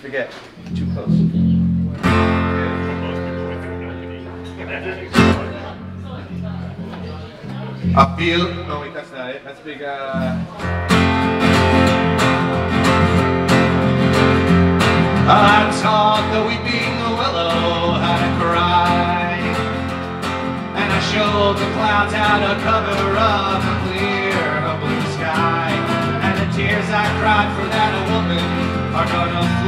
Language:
English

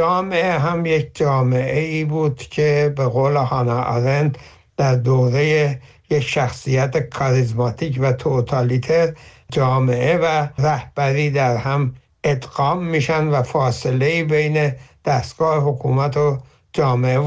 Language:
Persian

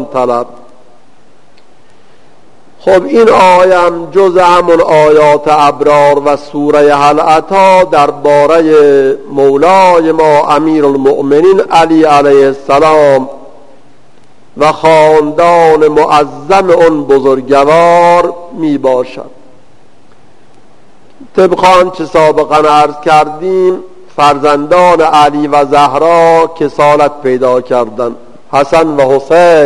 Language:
Persian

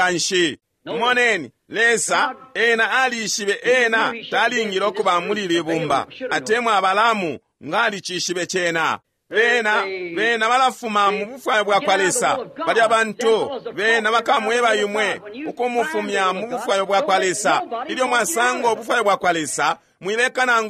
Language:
Bemba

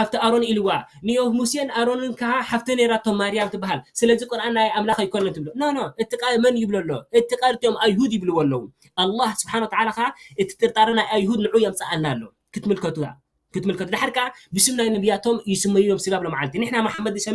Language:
Tigrinya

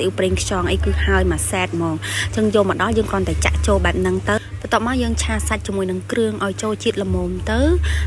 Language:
Khmer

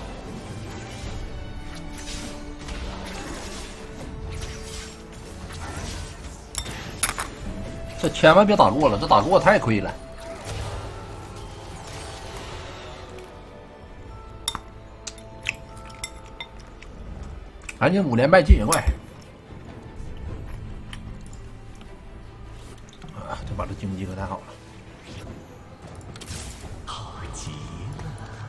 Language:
Chinese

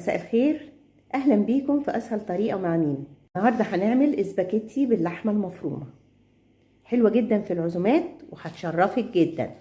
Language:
Egyptian Arabic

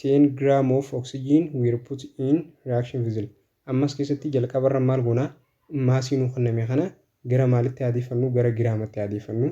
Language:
Oromo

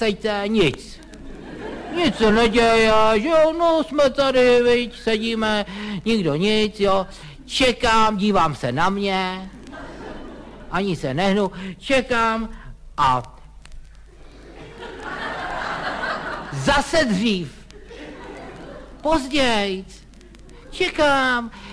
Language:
Czech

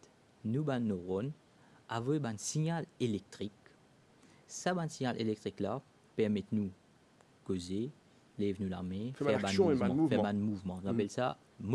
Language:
Morisyen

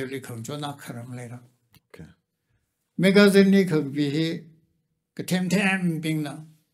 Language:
Tangkhul Naga (India)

